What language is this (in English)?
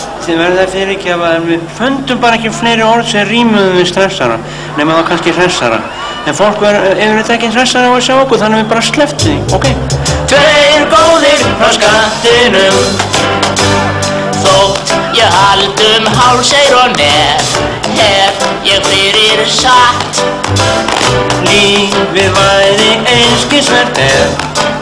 Icelandic